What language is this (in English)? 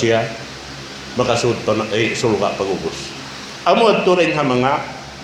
Tausug